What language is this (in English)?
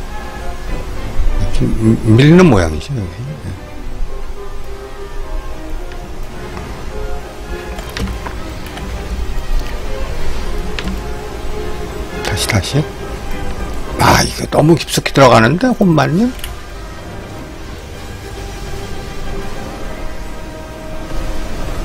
Korean